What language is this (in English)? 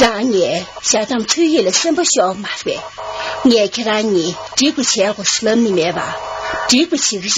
Tibetan